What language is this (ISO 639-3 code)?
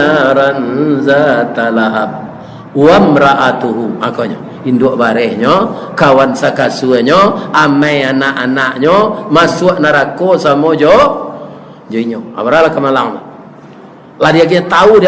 min